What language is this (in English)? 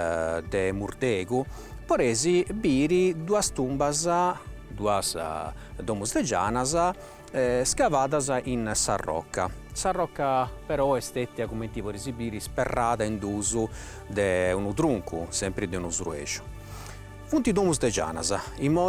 Sardinian